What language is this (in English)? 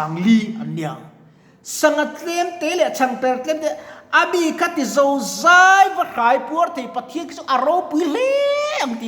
Mizo